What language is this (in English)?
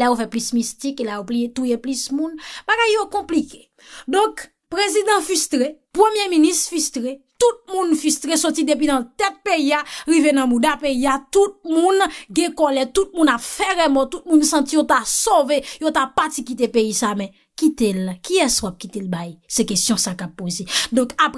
Haitian Creole